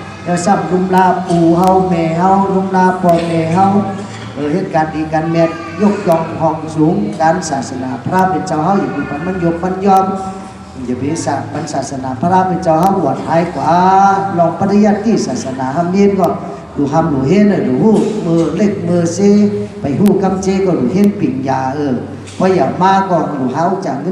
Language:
Shan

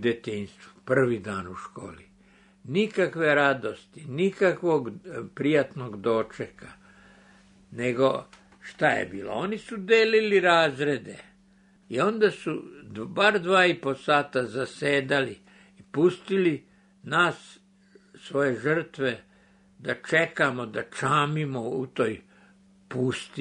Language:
Serbian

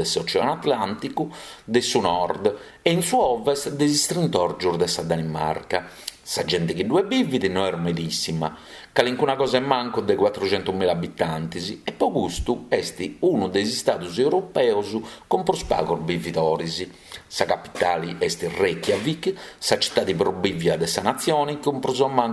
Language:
Sardinian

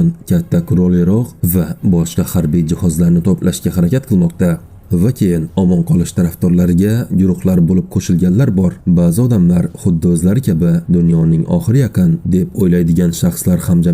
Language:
Uzbek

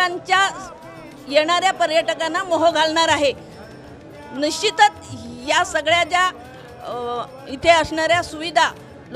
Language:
Marathi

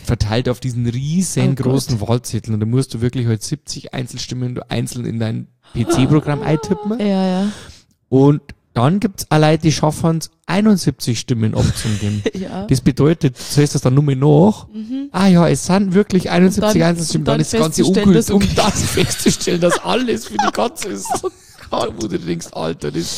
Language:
German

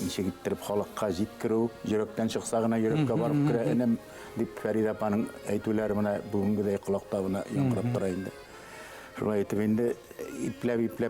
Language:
Bashkir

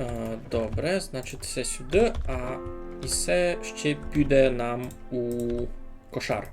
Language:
Rusyn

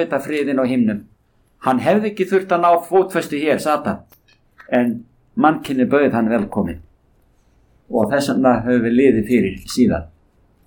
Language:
Icelandic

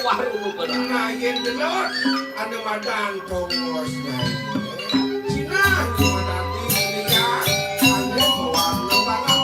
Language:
Balinese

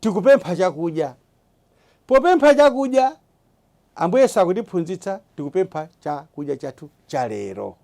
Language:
Nyanja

